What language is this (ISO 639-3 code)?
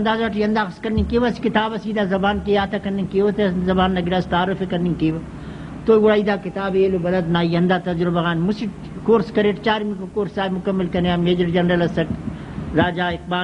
brh